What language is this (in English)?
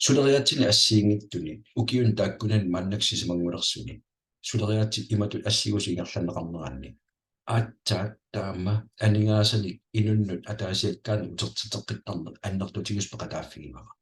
Kalaallisut